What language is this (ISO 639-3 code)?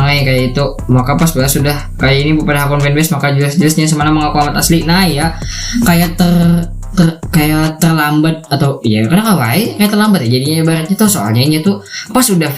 bjn